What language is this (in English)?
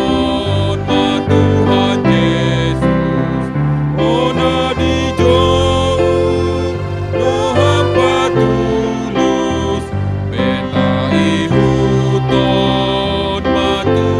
Batak Toba